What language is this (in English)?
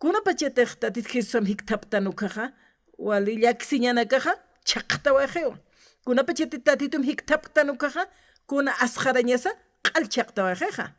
Aymara